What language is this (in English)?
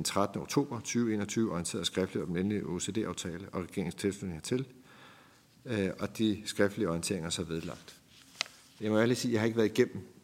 Danish